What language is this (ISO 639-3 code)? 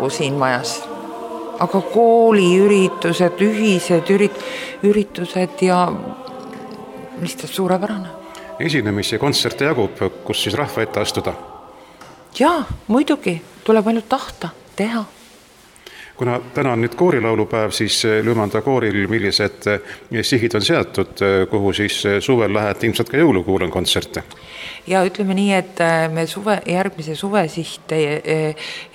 est